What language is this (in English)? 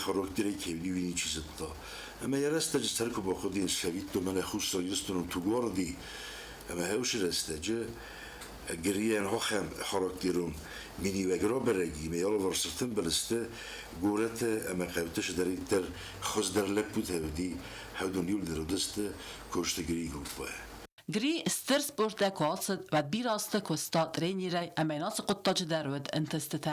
Ossetic